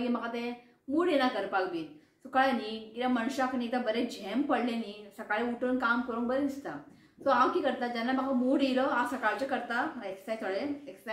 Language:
Konkani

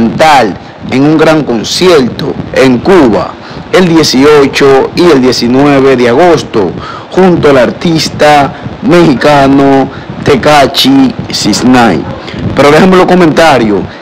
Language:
Spanish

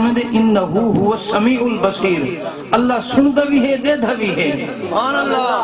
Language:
Saraiki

